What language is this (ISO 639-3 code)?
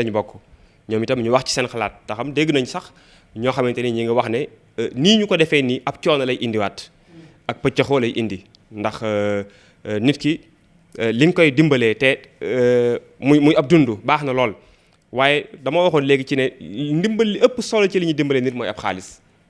wol